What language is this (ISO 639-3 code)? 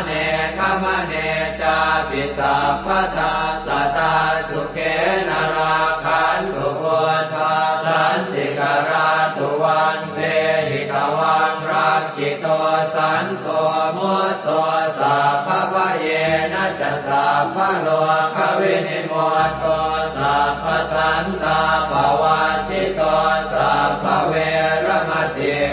pli